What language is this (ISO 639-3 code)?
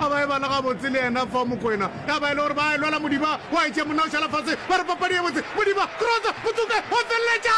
nso